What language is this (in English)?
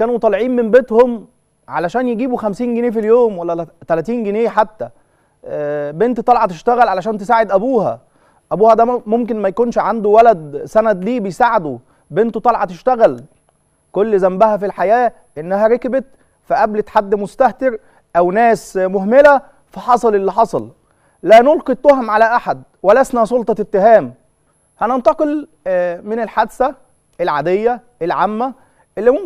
Egyptian Arabic